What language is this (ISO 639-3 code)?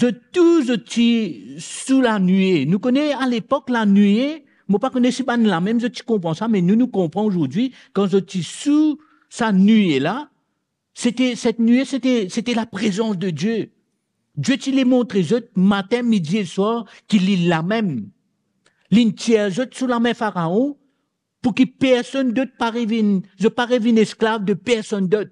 mfe